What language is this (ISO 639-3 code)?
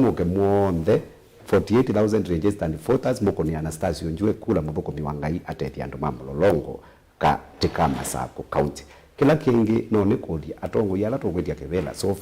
kam